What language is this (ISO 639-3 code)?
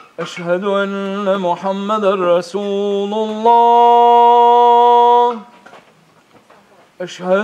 bos